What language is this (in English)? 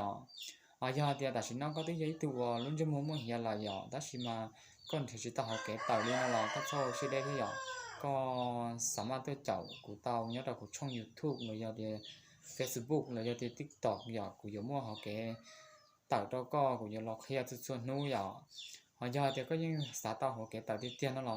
Hmong